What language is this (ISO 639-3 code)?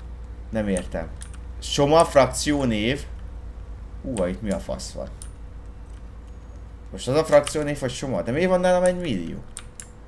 hun